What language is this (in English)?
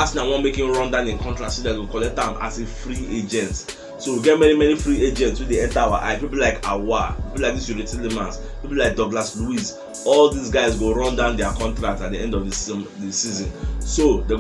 Nigerian Pidgin